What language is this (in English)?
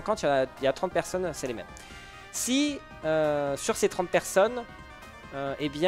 French